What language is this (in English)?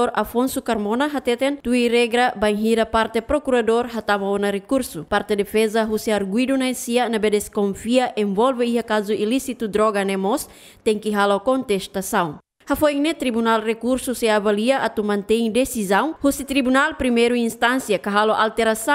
Tetum